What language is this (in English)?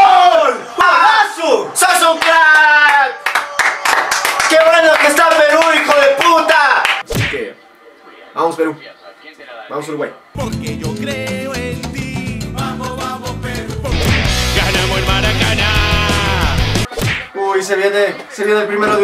Spanish